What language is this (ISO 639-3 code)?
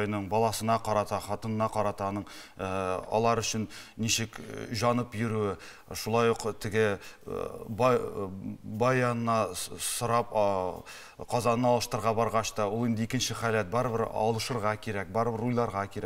tat